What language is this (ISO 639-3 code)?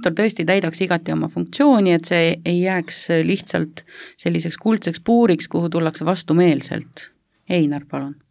est